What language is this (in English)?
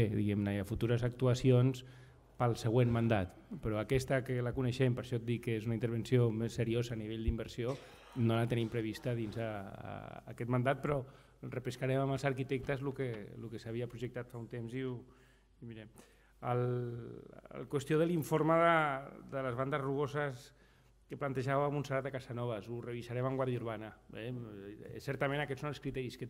Catalan